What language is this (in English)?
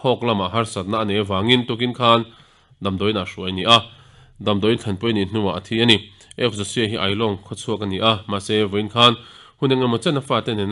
Mizo